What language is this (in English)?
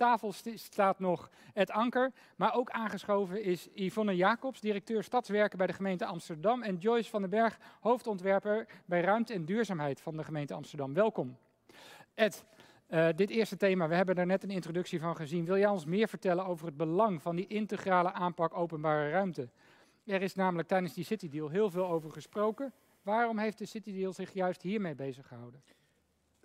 Dutch